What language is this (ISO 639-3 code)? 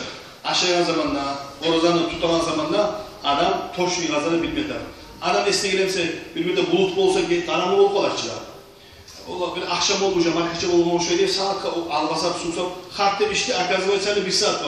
kum